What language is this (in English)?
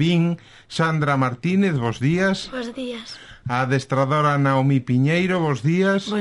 Galician